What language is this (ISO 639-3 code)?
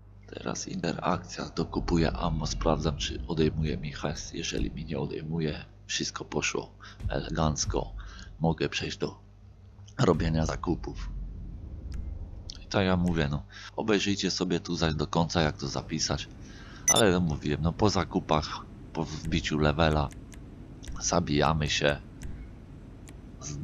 pol